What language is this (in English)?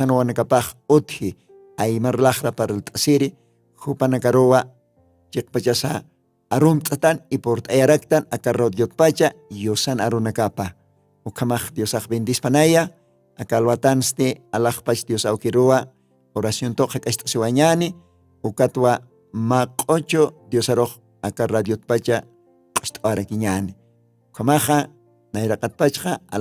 Aymara